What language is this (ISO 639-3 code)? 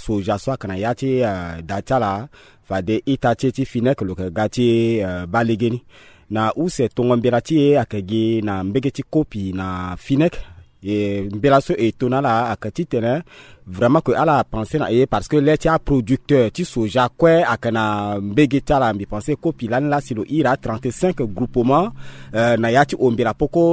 sag